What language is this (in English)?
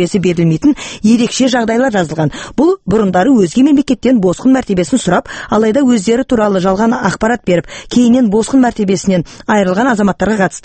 Kazakh